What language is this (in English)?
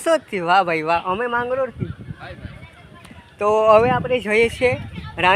Gujarati